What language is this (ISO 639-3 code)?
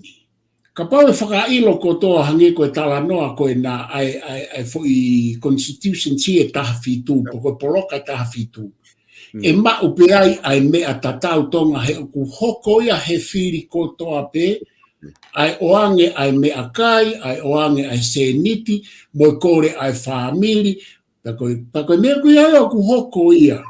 ton